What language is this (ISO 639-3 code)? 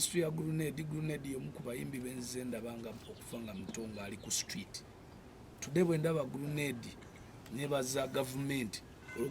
lug